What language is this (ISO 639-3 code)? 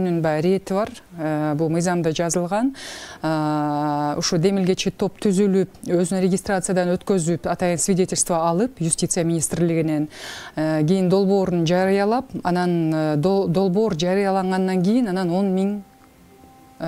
kir